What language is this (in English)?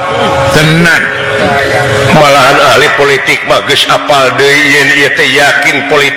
Sundanese